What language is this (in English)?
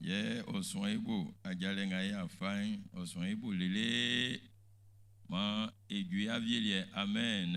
Baoulé